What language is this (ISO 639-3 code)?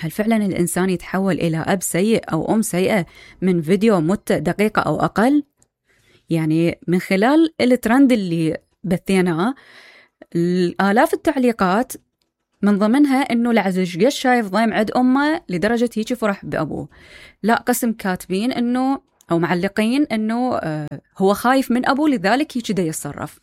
acm